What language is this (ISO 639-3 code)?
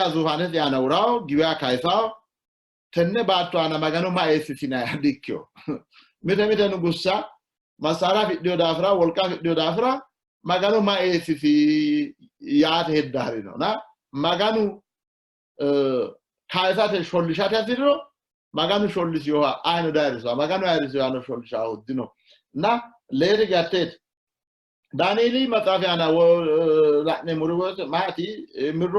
sid